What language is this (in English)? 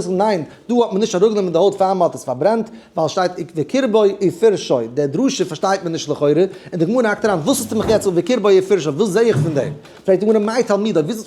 Yiddish